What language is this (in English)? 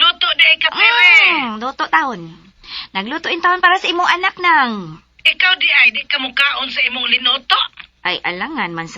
Cebuano